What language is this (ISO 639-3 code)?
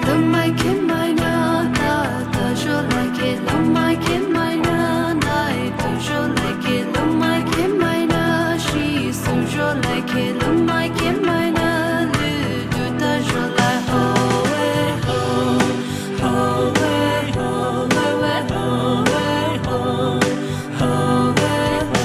pmx